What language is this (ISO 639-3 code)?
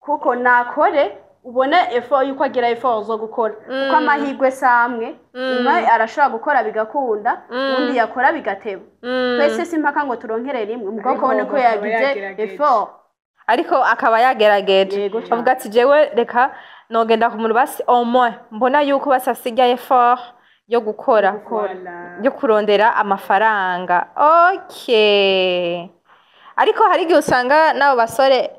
run